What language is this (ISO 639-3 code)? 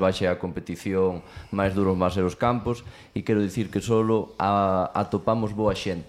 glg